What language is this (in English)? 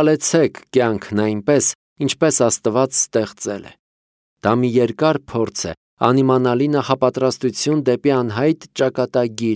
Armenian